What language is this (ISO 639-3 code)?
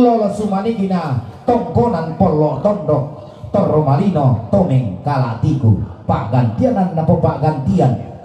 sda